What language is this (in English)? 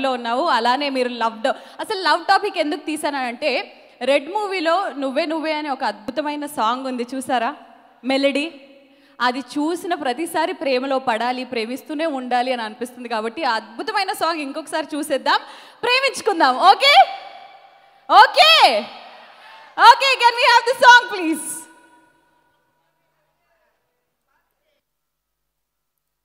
Telugu